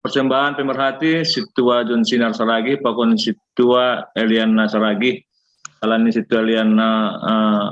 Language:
Batak Simalungun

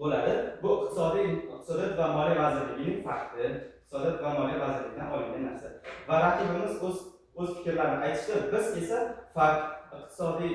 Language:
Uzbek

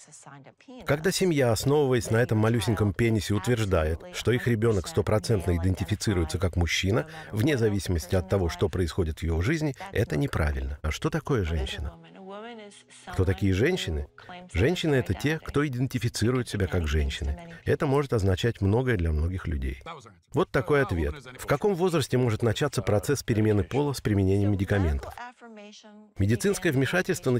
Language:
Russian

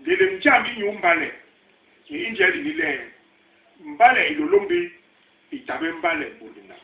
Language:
Basaa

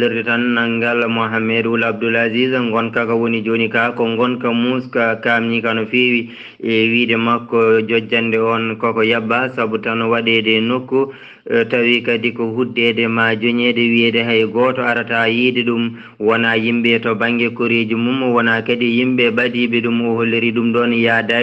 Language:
Fula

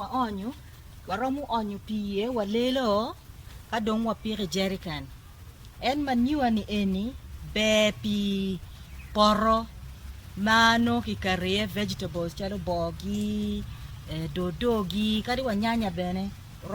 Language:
Acoli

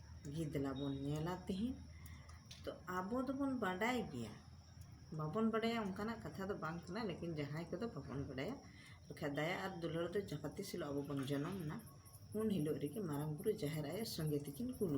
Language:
Santali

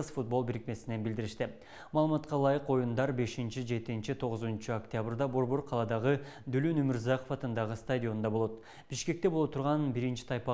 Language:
Kyrgyz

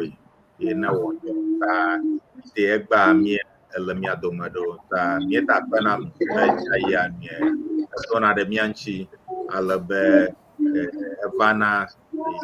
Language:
Ewe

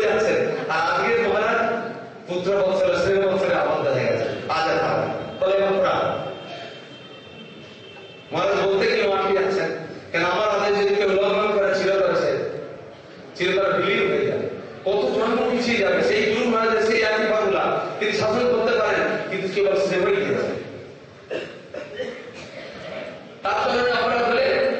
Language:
Bangla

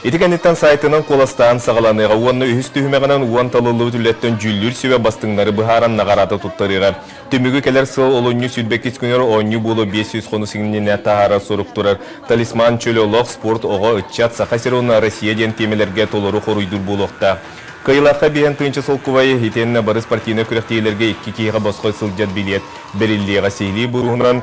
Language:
Yakut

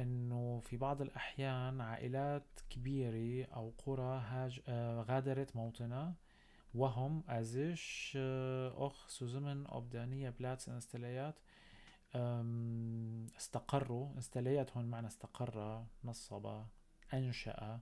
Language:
North Levantine Arabic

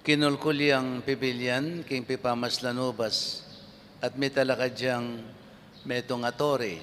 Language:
Pampanga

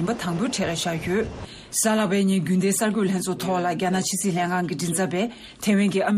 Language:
Tibetan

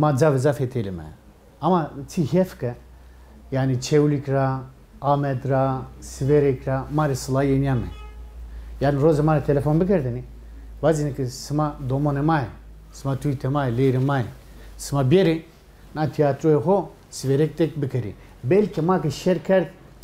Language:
Zaza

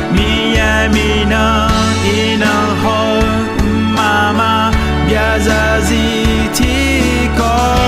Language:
Akha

